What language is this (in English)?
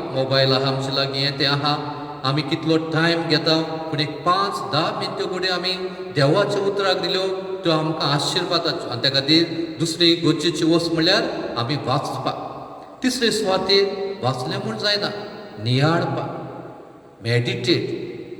Konkani